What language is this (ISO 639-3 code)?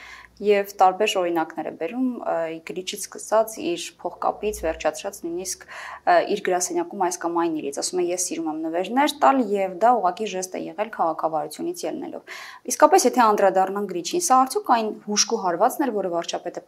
hye